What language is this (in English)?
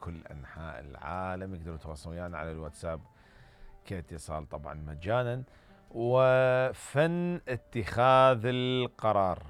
Mesopotamian Arabic